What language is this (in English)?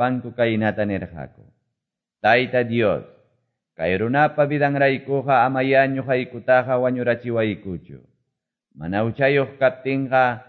Quechua